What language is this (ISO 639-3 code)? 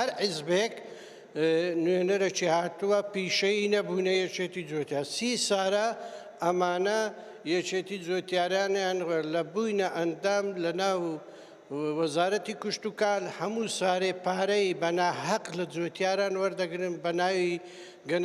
ckb